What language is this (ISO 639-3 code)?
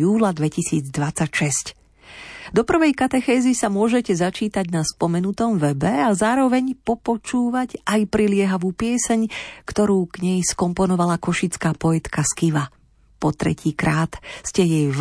slk